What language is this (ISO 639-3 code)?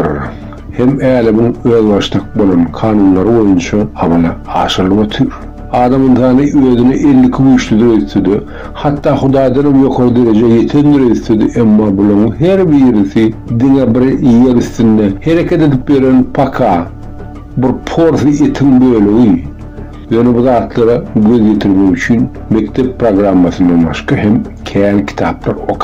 tuk